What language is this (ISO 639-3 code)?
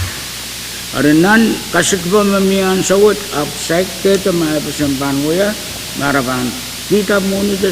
pon